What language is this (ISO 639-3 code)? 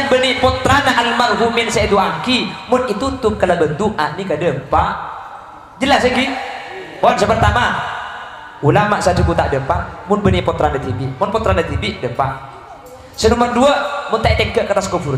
mad